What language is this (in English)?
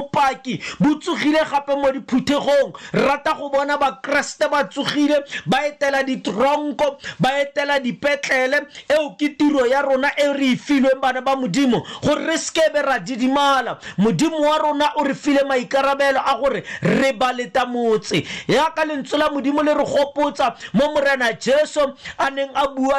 Tswana